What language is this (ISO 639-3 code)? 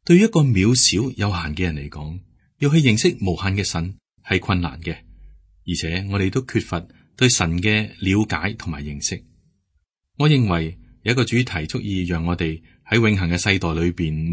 yue